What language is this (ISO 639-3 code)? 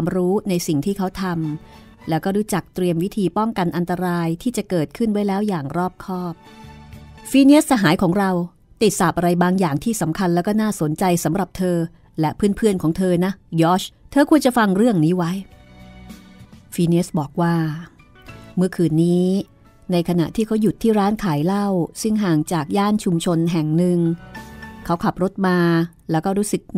tha